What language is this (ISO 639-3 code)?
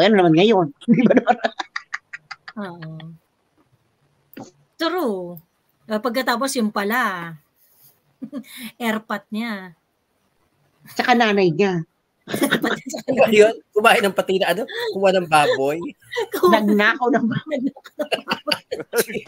fil